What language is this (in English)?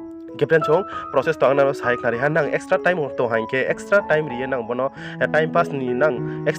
Riang (India)